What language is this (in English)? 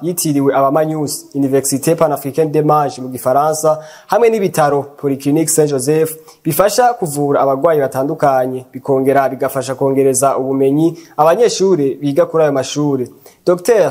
Rundi